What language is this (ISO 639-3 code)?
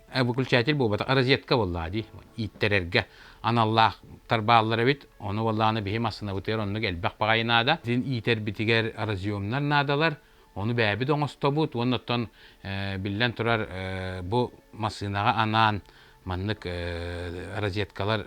sah